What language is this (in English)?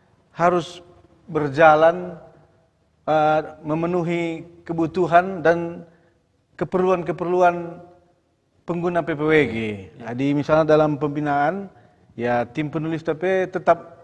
Batak Karo